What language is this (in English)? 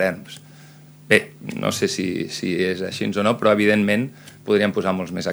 Catalan